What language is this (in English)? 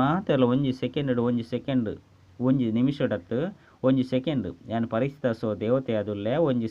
Tulu